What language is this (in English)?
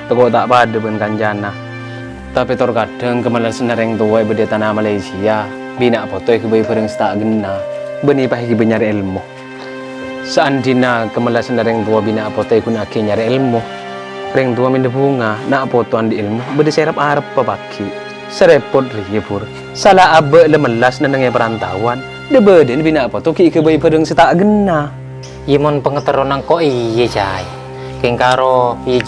Madurese